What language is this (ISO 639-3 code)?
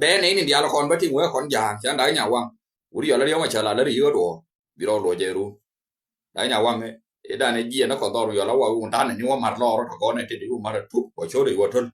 nus